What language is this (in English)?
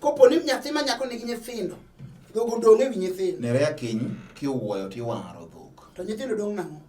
Luo (Kenya and Tanzania)